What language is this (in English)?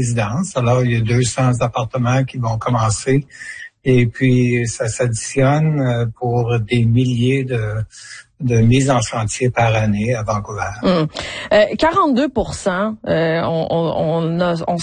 French